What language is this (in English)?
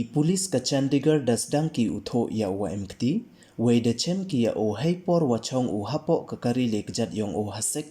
Pnar